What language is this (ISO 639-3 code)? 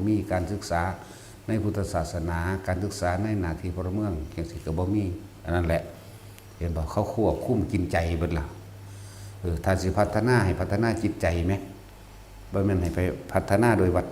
tts